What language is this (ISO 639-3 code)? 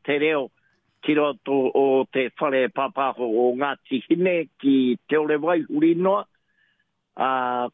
mri